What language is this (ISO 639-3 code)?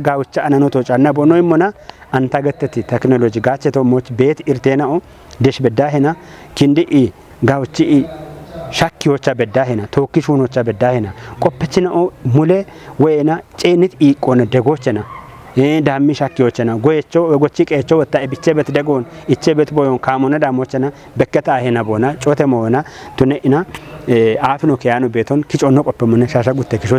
kbr